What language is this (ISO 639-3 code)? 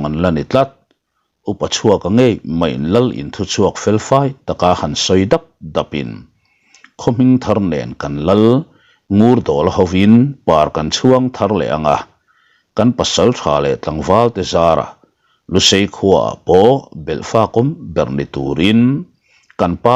lus